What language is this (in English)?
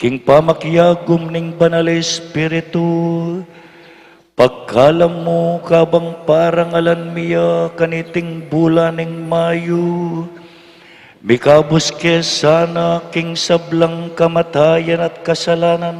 Pampanga